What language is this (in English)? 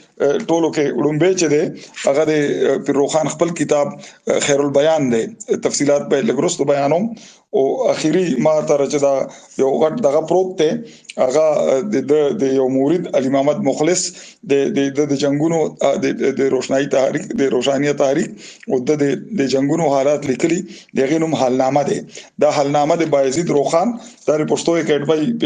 Pashto